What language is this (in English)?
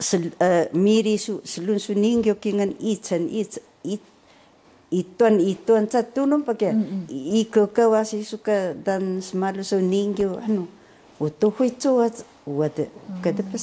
Taroko